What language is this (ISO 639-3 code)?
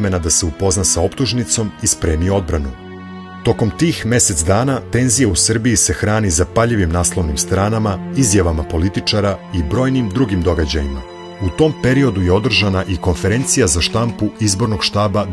srp